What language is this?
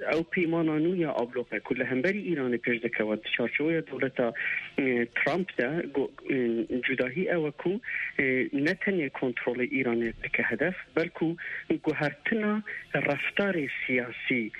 Kurdish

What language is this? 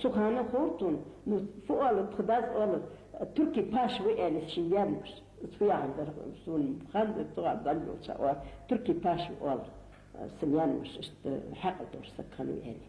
Ingush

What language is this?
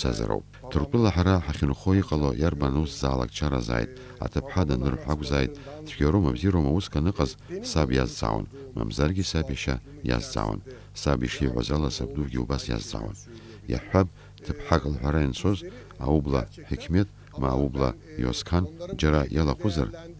Abkhazian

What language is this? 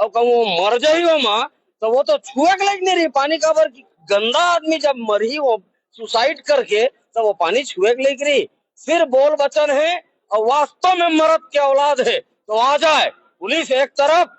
Chhattisgarhi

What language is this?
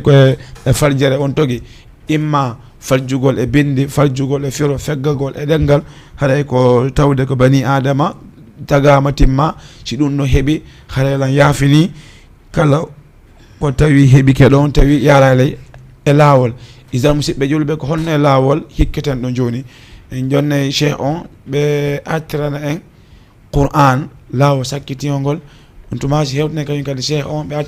Fula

